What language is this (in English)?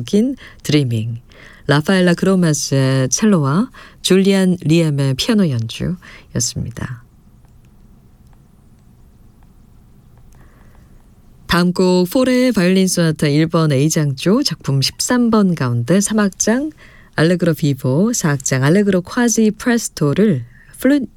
Korean